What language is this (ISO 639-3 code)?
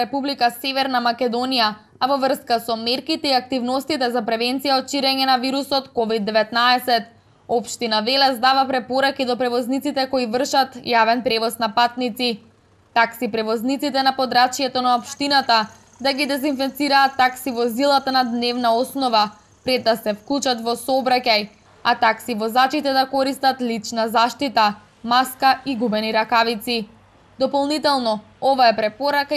mkd